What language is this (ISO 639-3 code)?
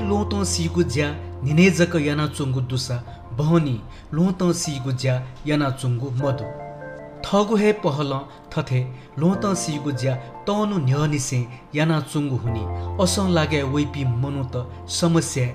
new